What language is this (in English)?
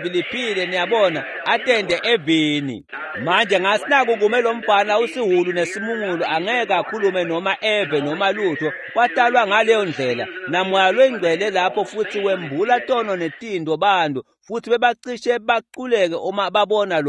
Swati